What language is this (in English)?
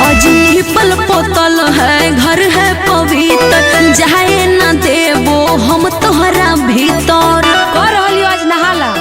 Magahi